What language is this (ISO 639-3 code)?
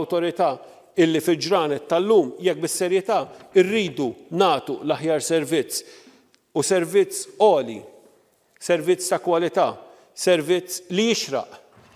mlt